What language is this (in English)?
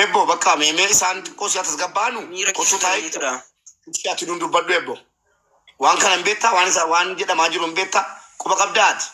Oromo